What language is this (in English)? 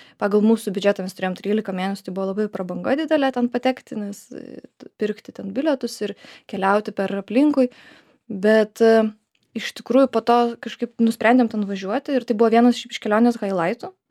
Lithuanian